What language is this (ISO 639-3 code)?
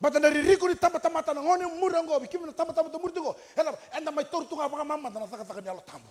fij